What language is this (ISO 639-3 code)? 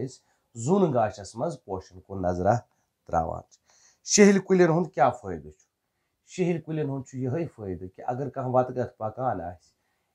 kas